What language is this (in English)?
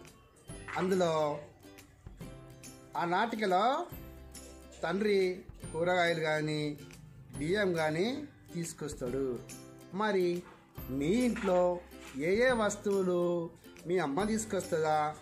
Telugu